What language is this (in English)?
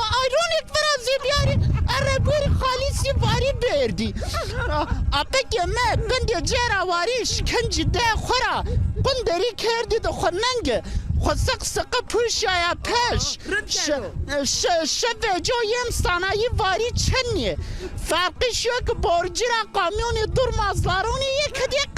Zaza